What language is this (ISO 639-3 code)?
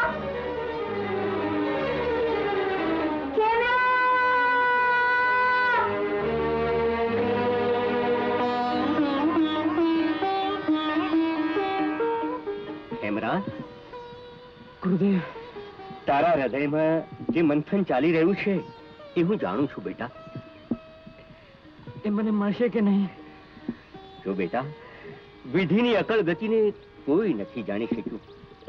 guj